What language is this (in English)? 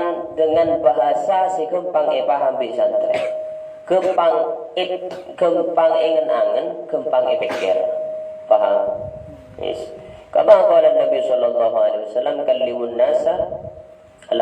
Madurese